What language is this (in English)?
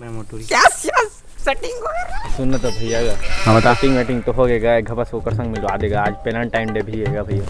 Chhattisgarhi